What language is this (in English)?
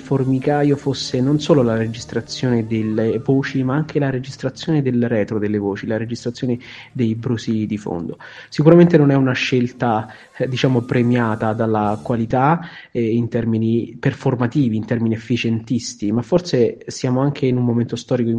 Italian